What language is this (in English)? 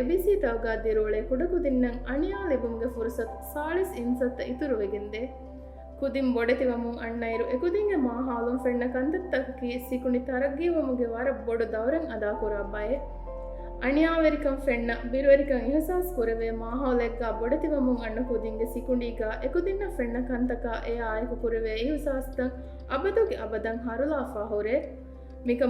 Divehi